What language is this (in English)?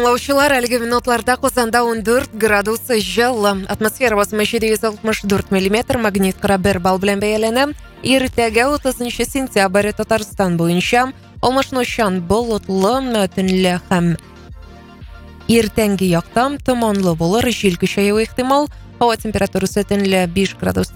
Tatar